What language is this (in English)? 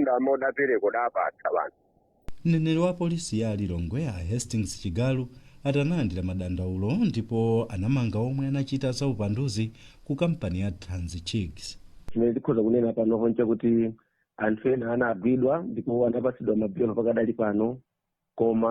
Nyanja